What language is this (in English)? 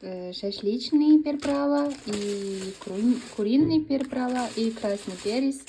Uzbek